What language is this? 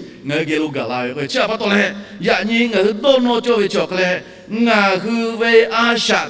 Lahu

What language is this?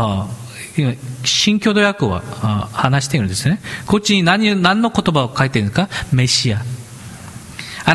Japanese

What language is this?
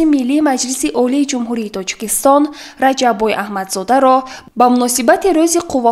Tajik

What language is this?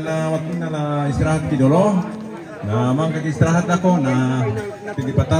Toraja-Sa'dan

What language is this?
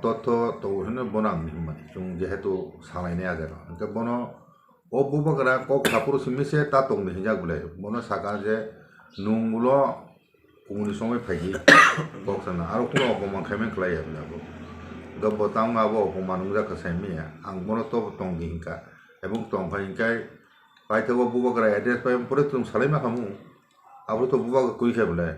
Kok Borok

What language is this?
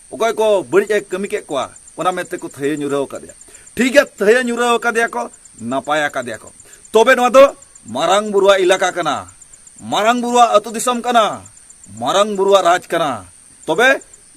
Santali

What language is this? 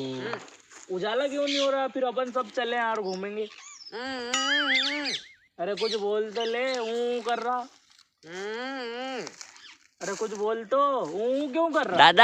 Rajasthani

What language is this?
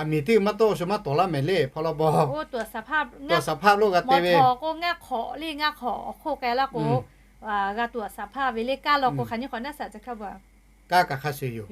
Lahu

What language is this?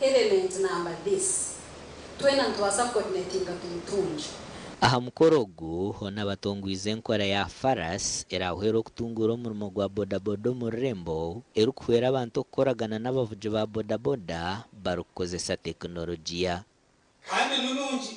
Nyankole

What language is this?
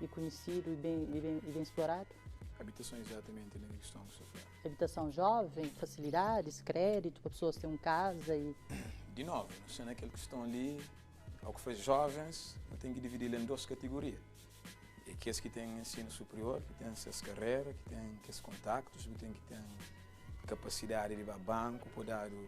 Kabuverdianu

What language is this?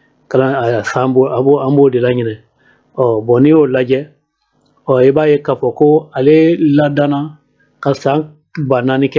Bambara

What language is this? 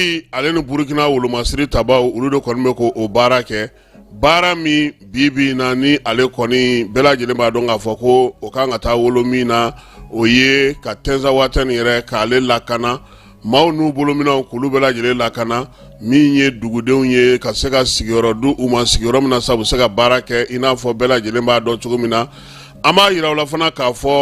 Bambara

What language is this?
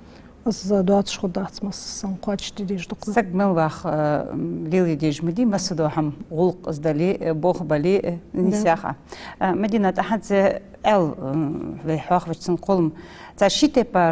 Ingush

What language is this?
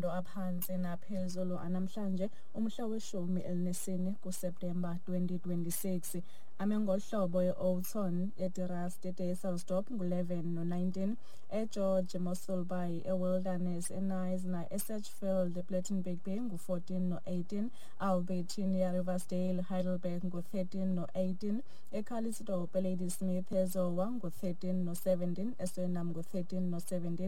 Xhosa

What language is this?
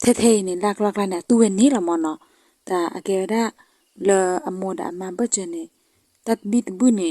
S'gaw Karen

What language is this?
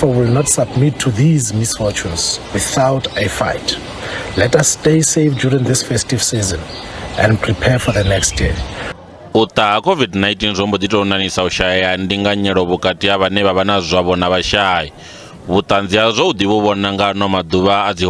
Venda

